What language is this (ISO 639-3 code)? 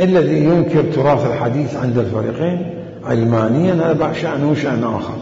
acm